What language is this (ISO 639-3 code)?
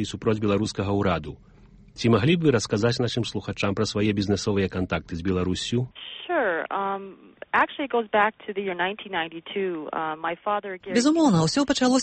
bel